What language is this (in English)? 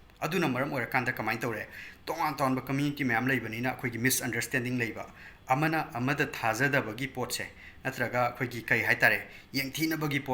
Manipuri